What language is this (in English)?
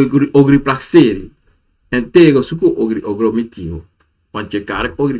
Sranan Tongo